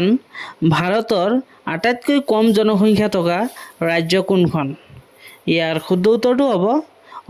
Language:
Assamese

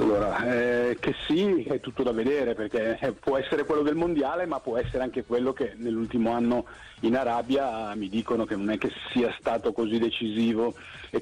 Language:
Italian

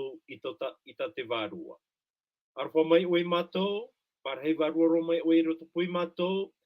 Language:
Tahitian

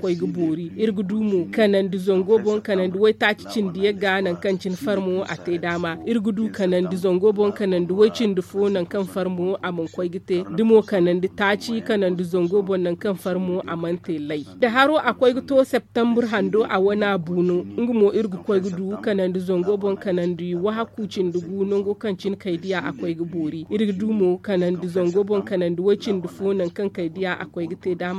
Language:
Zarma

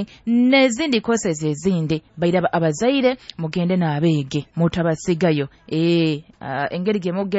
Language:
Nyoro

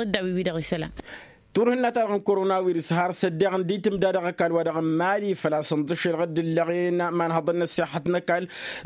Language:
Tamasheq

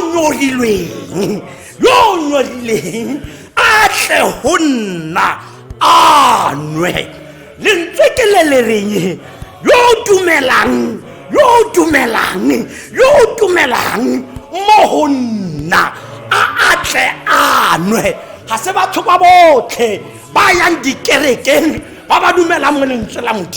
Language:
Tswana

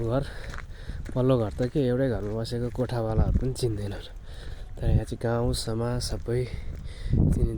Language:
Nepali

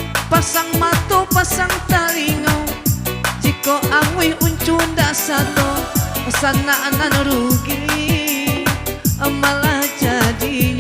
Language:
Minangkabau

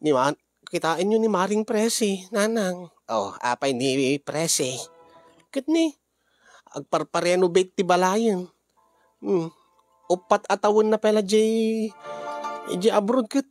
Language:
Iloko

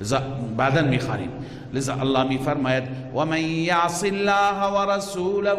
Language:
Persian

